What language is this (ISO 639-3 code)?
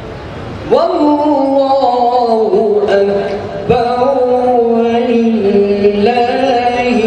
ara